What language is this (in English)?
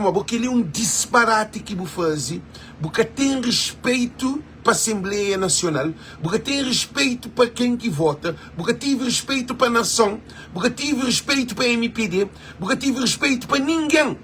Kabuverdianu